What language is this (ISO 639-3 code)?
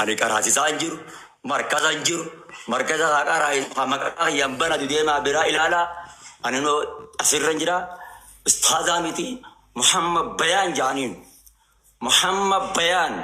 orm